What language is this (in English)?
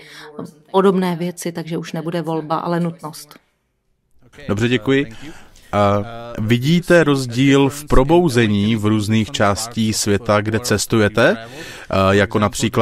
Czech